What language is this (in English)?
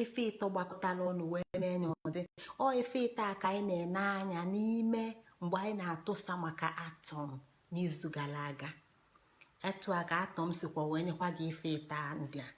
Igbo